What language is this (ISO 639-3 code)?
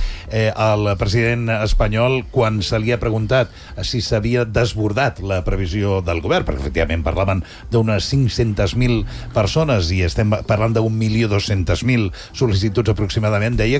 cat